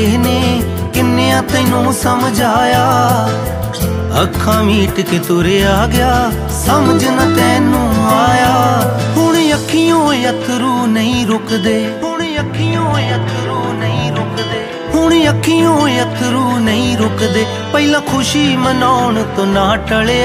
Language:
Punjabi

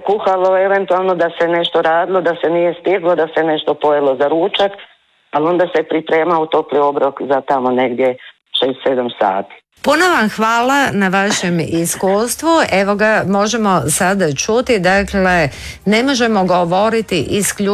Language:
Croatian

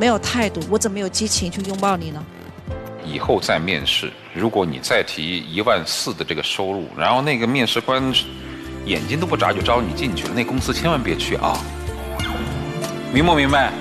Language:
Chinese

